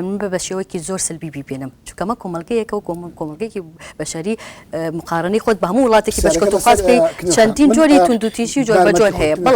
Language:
Central Kurdish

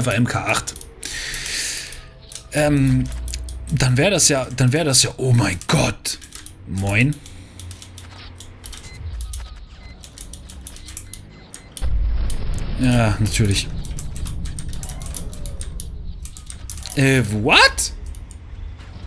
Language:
German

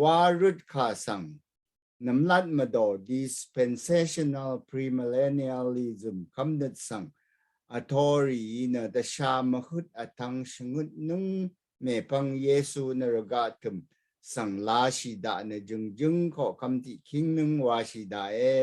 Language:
Rawang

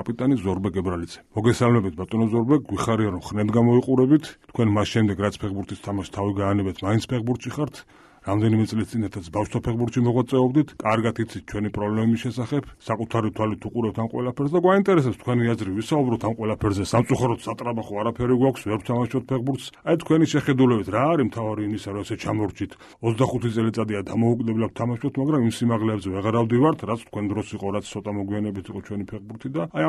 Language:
Georgian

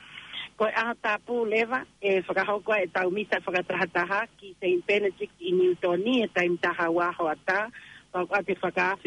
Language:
Tongan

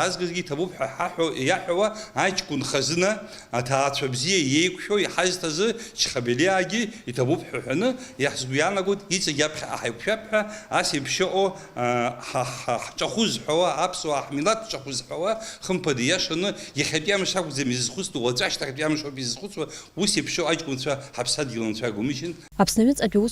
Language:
Abkhazian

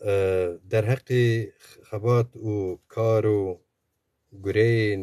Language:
Zaza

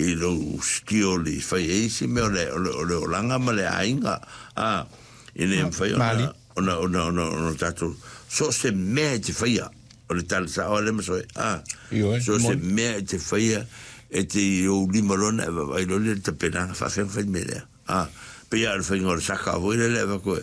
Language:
Samoan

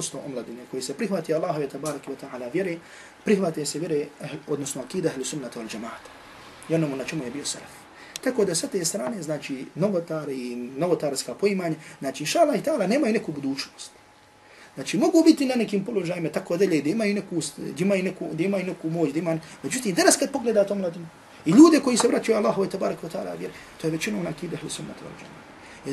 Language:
Bosnian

